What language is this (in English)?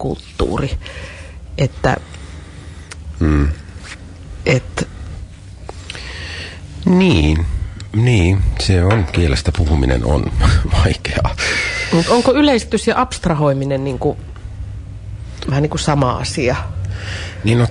Finnish